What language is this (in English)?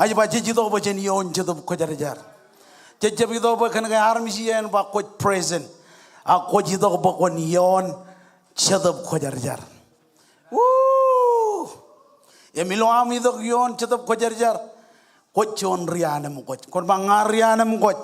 Marshallese